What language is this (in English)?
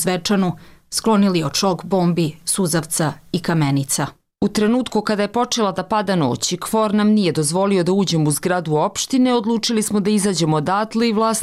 Serbian